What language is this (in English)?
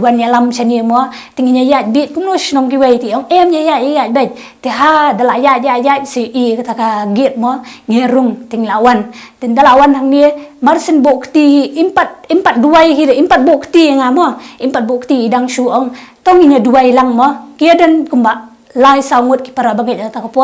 Khasi